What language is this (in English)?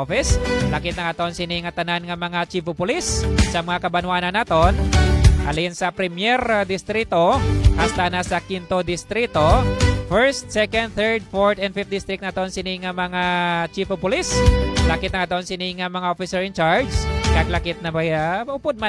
Hiligaynon